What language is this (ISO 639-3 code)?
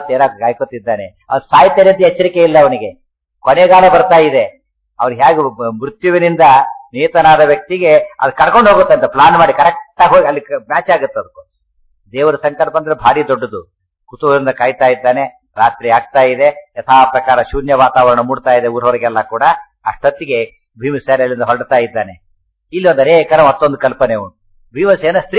kan